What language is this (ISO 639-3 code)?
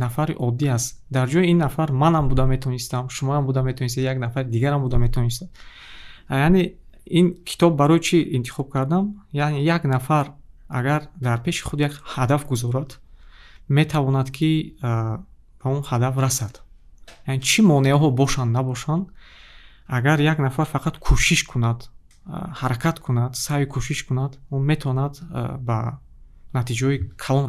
tgk